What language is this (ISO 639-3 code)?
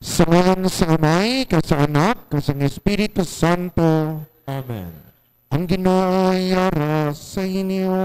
hil